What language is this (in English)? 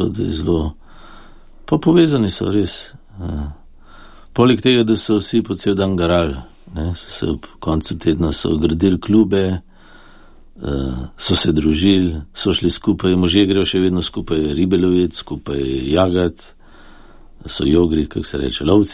Slovenian